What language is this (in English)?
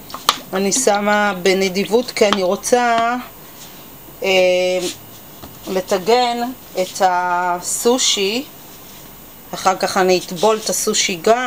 Hebrew